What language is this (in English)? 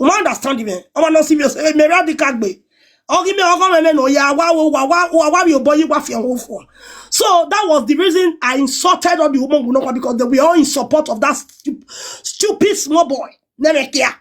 Nigerian Pidgin